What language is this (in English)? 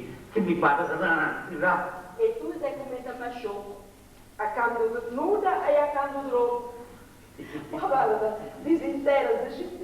Sardinian